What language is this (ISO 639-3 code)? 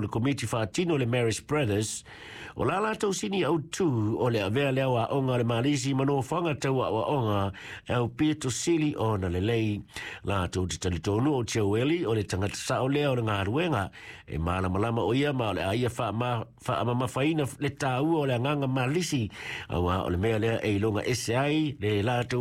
smo